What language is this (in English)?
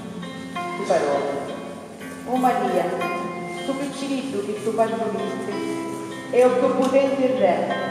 Sicilian